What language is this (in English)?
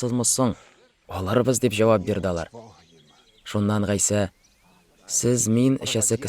Tatar